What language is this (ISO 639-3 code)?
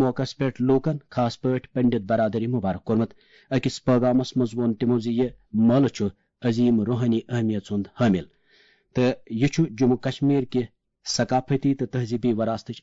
kas